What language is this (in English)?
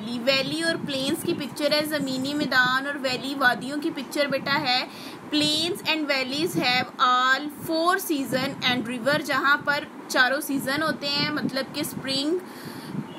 Hindi